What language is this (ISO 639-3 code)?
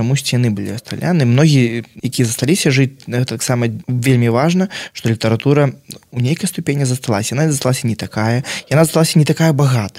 bel